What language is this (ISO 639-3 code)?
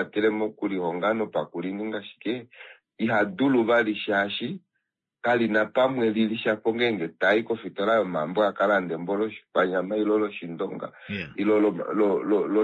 kua